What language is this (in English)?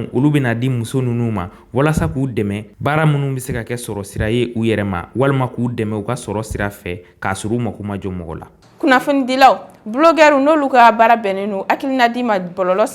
Bambara